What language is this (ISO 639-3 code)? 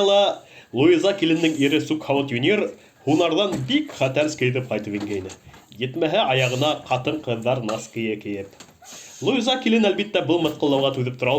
bak